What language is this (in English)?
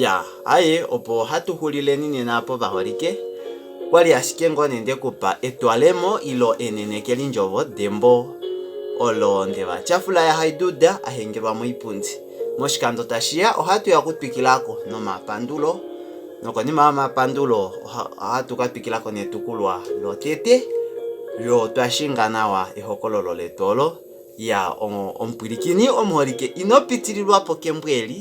Kuanyama